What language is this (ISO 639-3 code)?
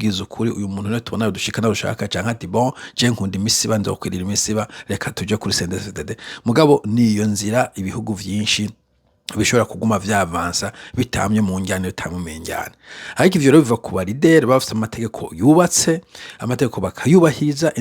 run